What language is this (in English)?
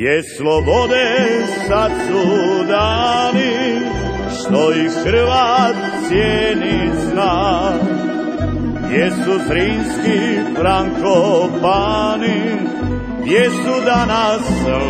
Croatian